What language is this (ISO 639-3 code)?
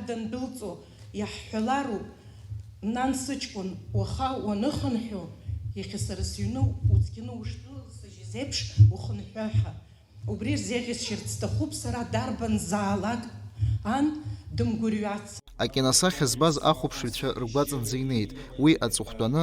abk